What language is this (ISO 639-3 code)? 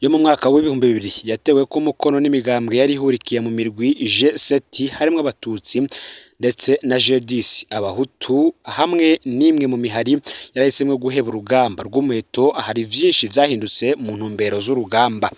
run